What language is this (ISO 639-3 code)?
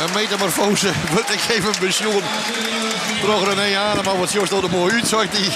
fry